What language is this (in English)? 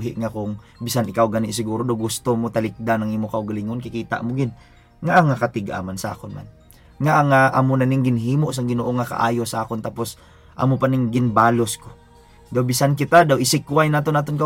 Hiligaynon